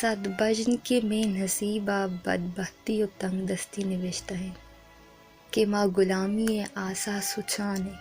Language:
Baluchi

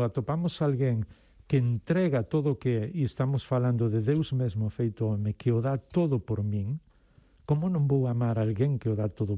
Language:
Galician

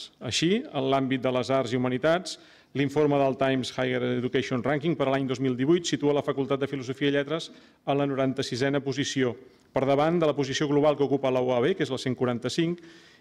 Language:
Catalan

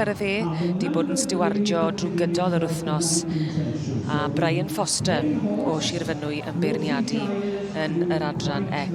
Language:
Welsh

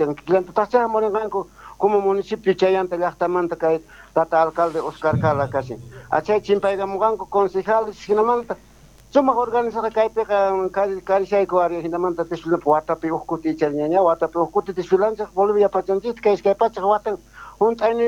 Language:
South Bolivian Quechua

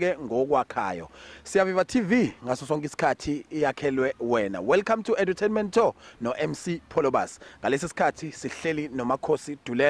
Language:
Zulu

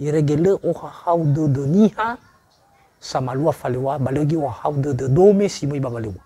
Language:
Nias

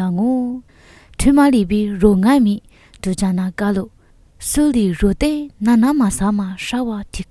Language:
Lisu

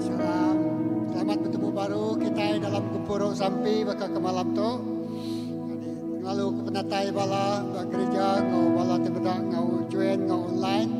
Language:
Iban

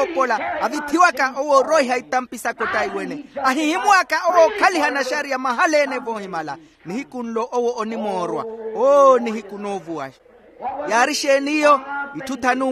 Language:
Makhuwa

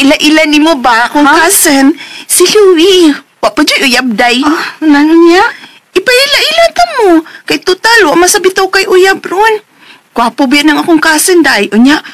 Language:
Cebuano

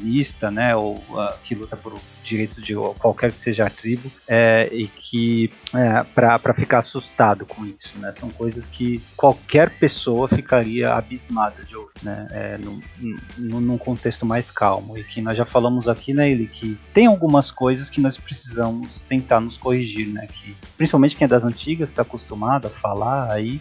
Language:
Portuguese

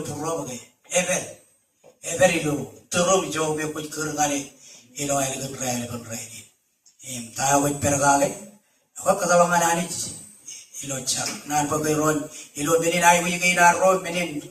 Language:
Marshallese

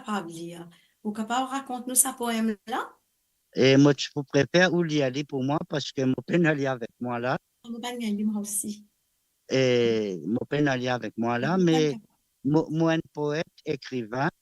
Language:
Morisyen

